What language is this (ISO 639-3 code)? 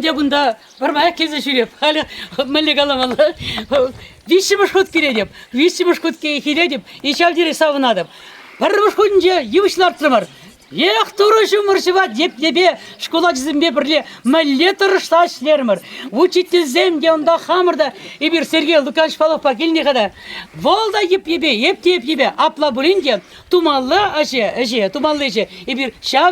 chv